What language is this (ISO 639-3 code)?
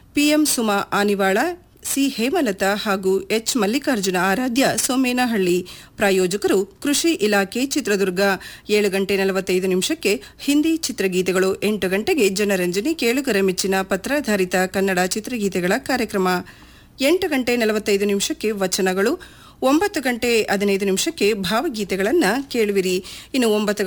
kan